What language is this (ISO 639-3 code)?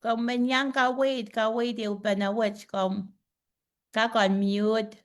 pon